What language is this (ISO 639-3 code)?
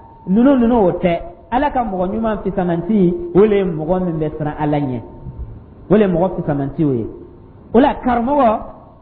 dyu